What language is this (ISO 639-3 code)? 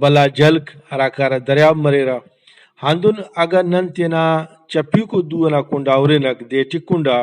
brh